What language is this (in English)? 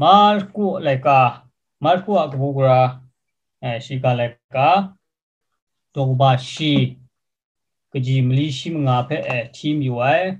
Kachin